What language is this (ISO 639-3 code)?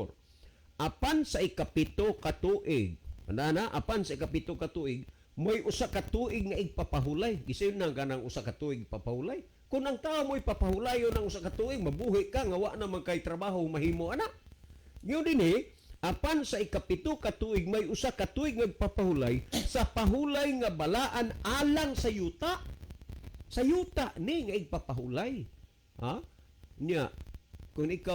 ceb